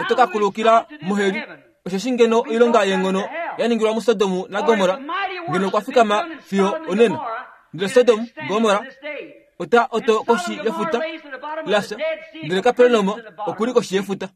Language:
Kuanyama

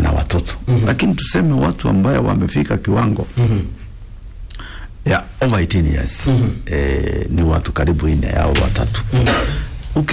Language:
Swahili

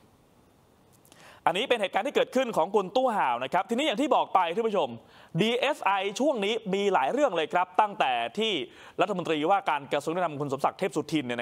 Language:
Thai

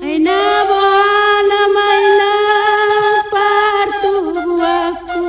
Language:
Batak Toba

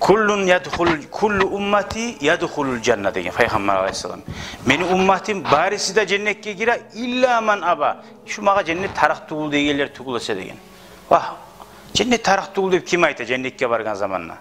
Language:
Kumyk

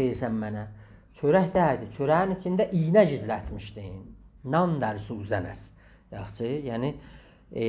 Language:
South Azerbaijani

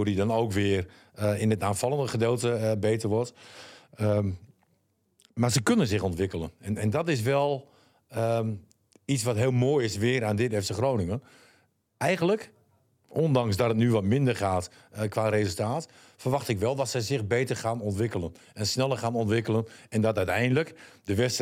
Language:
Dutch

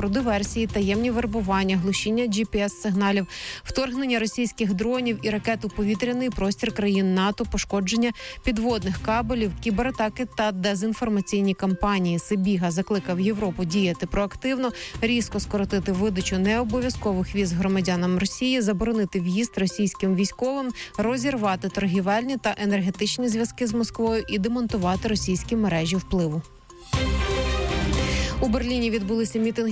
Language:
Ukrainian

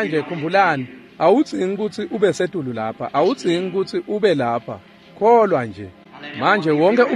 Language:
Swati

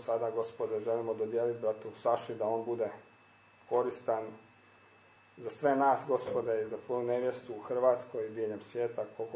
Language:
Croatian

